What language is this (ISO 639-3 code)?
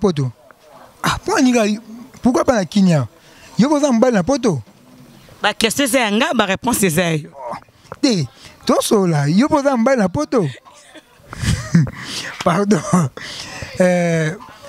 lin